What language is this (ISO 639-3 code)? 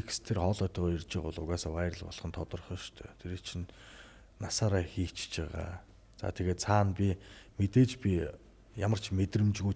mon